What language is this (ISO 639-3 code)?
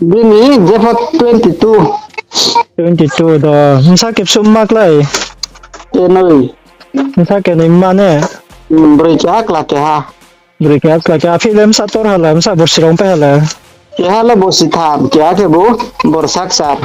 ria